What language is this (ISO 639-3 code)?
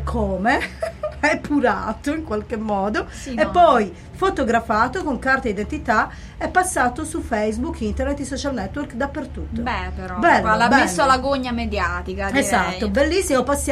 ita